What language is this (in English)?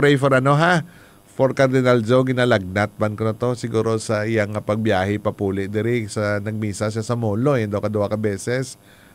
Hiligaynon